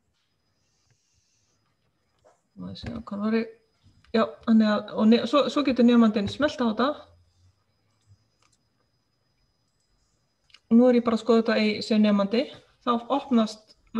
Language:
Icelandic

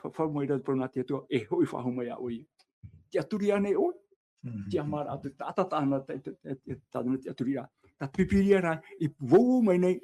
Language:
Tahitian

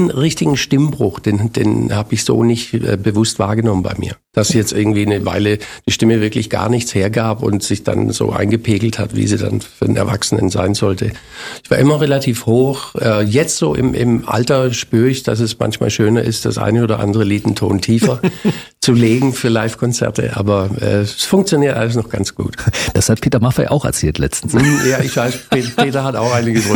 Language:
German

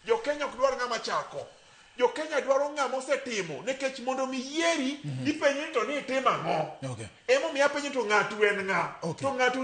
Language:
Luo (Kenya and Tanzania)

